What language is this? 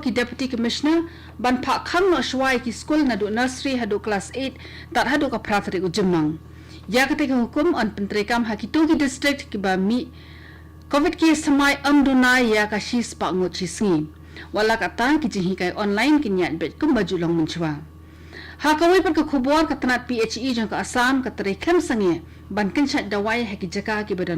Khasi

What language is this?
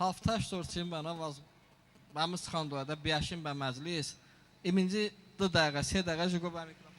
Talysh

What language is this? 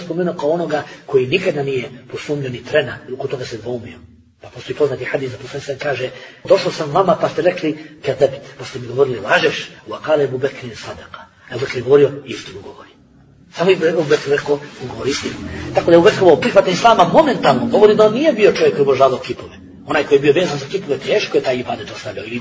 Bosnian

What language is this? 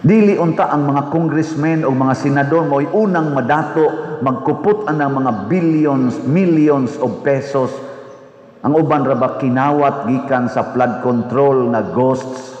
Cebuano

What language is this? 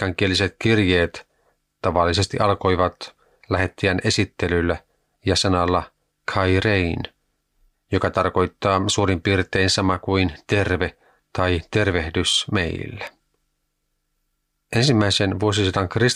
Finnish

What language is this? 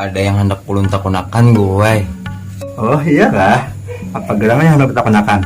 Banjar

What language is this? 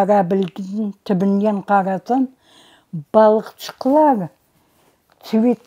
Crimean Tatar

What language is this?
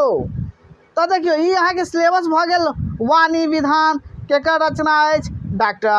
Maithili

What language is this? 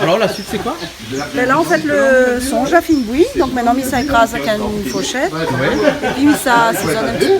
Réunion Creole French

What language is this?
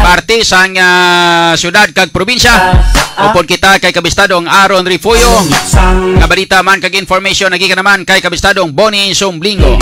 Hiligaynon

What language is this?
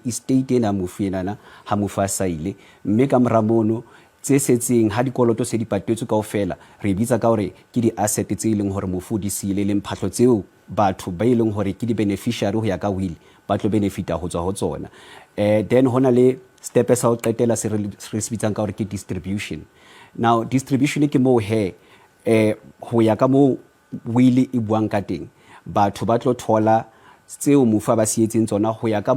Southern Sotho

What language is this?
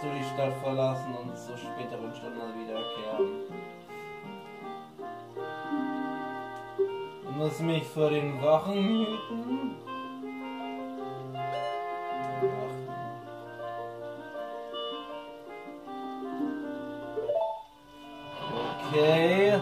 German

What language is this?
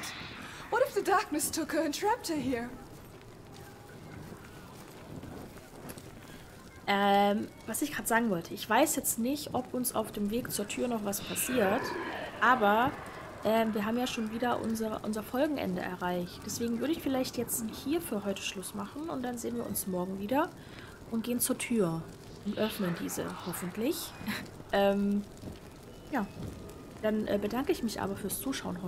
German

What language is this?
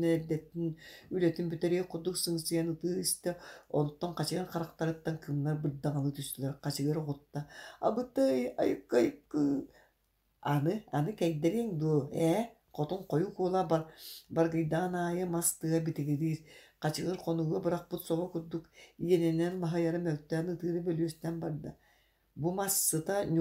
Yakut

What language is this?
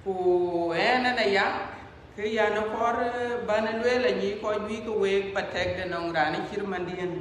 Dinka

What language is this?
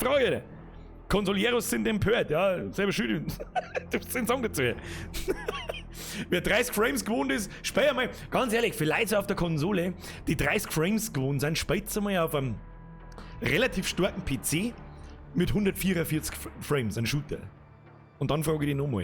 Bavarian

